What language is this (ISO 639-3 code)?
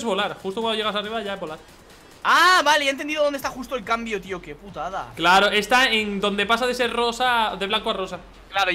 spa